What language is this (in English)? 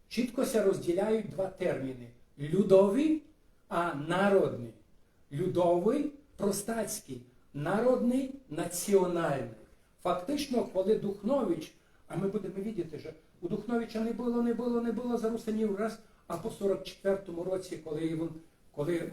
Rusyn